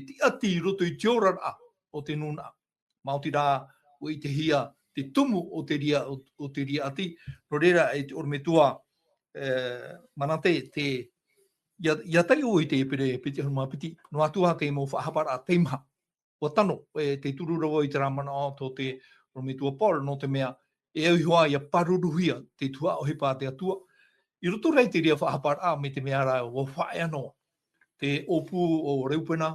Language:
Tahitian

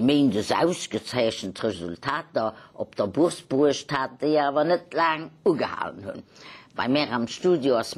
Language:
Luxembourgish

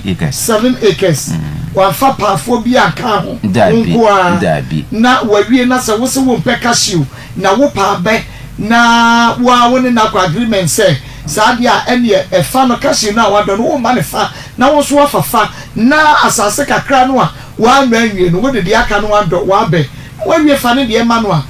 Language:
Akan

